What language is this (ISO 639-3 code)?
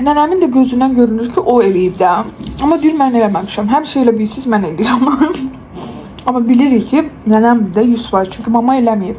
aze